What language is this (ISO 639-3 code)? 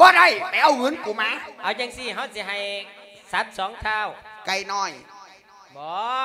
lao